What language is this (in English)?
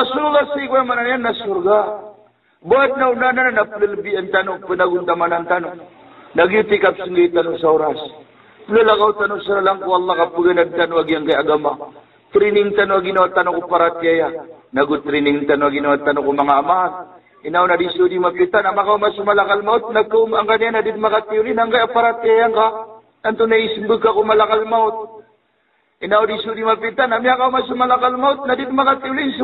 Maranao